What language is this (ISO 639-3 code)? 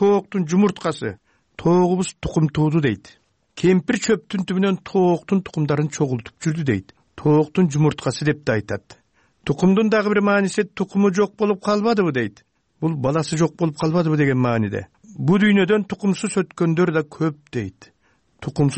kir